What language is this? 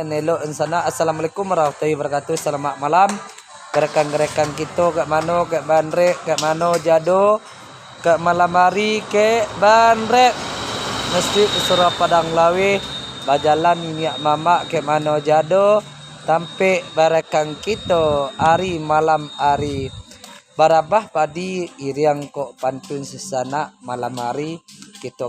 Minangkabau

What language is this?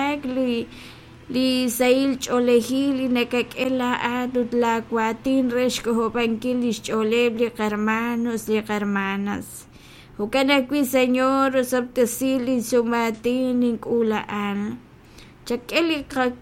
Kekchí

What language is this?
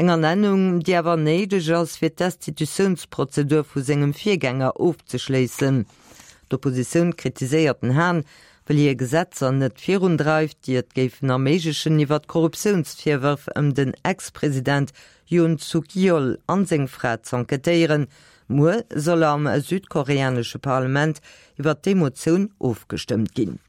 Luxembourgish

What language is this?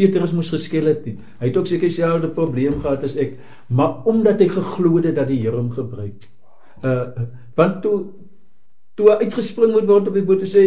Afrikaans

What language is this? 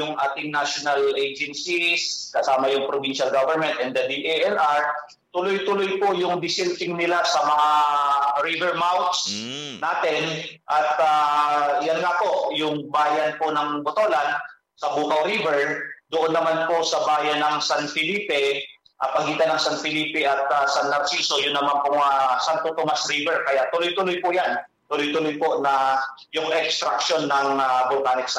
Filipino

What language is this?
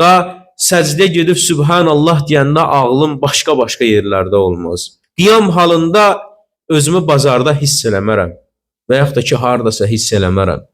Azerbaijani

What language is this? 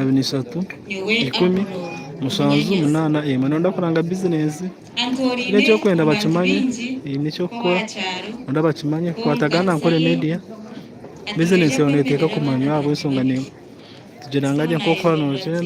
Nyankole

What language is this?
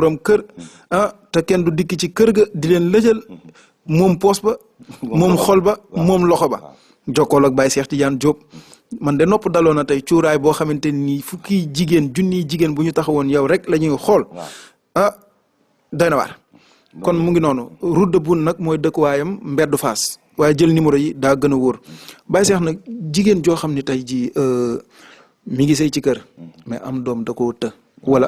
Wolof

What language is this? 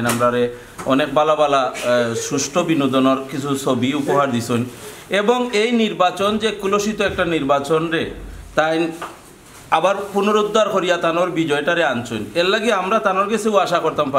Sylheti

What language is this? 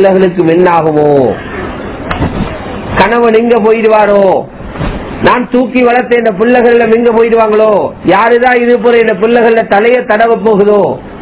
Tamil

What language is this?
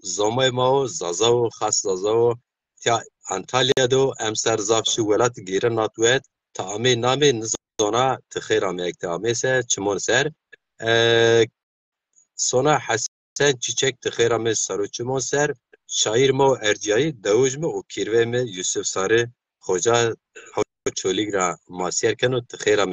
Zaza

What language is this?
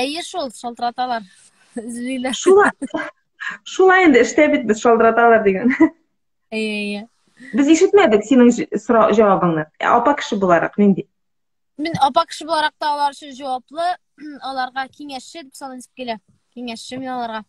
Tatar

